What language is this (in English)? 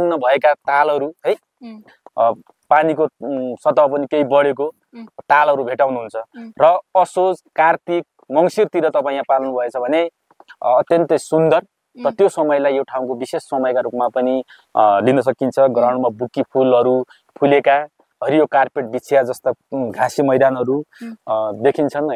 Nepali